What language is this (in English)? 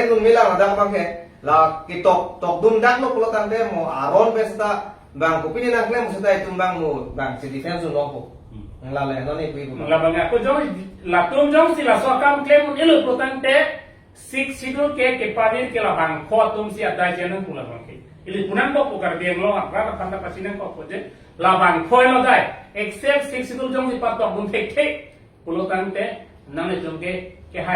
Karbi